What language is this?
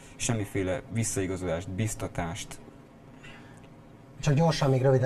Hungarian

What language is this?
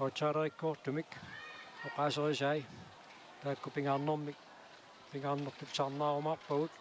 Kalaallisut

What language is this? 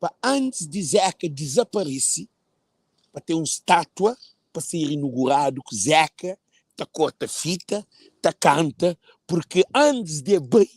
Kabuverdianu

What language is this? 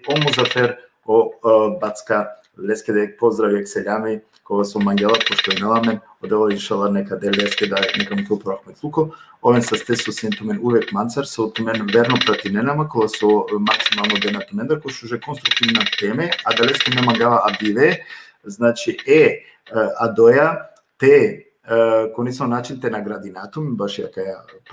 Balkan Romani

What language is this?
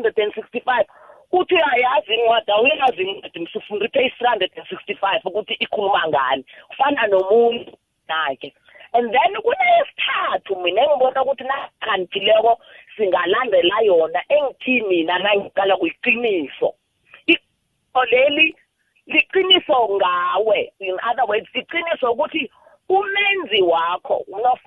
South Ndebele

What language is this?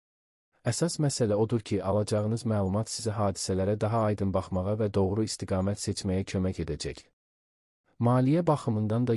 Azerbaijani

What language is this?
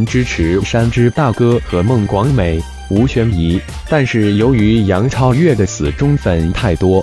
Chinese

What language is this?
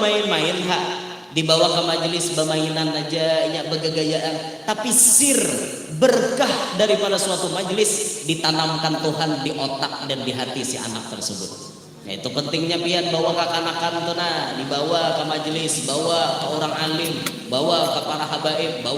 Banjar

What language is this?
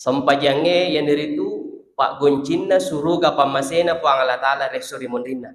Buginese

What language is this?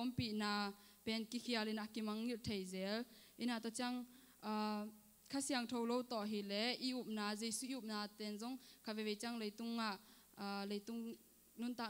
Tedim Chin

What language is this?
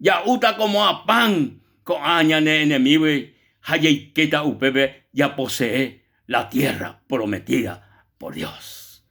Guarani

